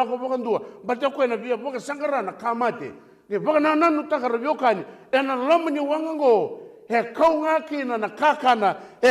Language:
Fijian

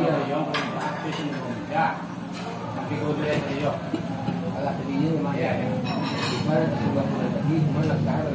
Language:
Minangkabau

